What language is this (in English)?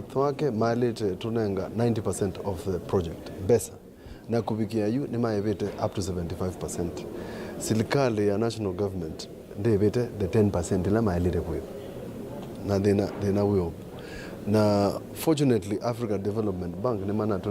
Kamba